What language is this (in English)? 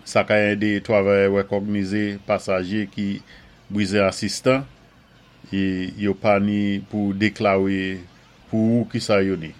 Saint Lucian Creole French